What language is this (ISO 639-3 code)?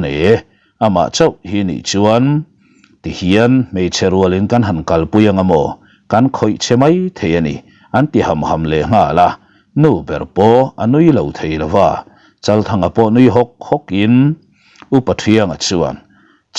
lus